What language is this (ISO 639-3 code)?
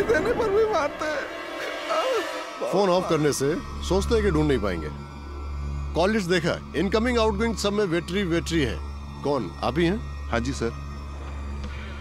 hin